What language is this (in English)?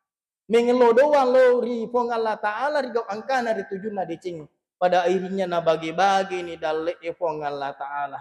Buginese